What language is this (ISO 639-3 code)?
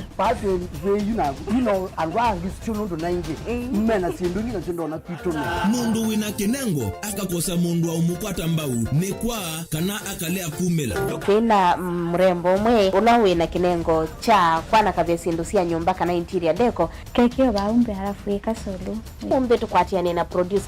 kam